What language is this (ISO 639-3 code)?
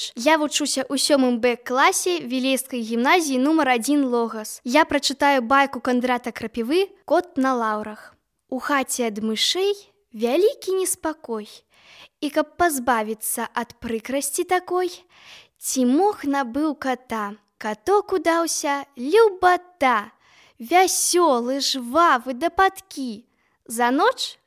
bel